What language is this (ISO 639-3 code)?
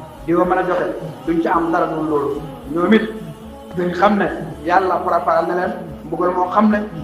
wol